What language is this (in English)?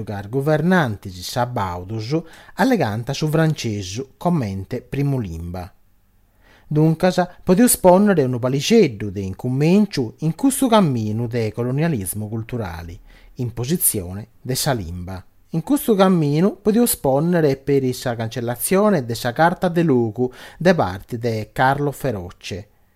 Sardinian